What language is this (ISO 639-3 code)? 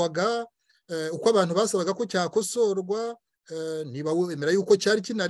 kin